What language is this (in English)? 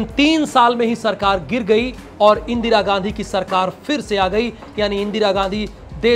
Hindi